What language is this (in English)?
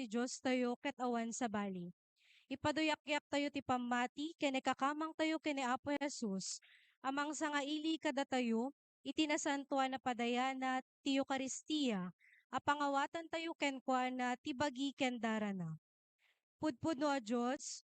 Iloko